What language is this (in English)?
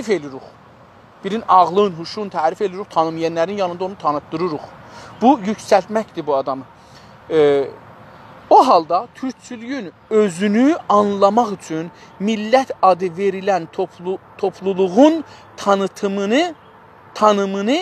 South Azerbaijani